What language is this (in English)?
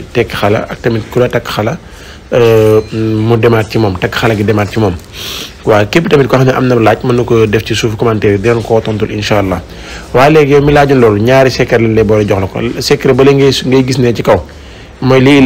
Wolof